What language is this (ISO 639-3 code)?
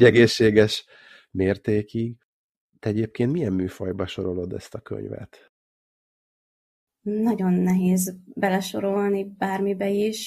hun